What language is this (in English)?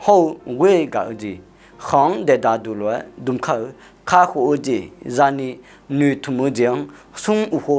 Akha